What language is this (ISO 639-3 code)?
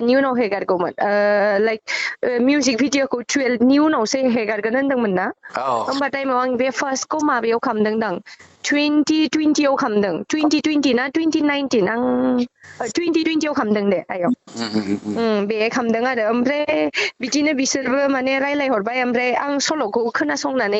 brx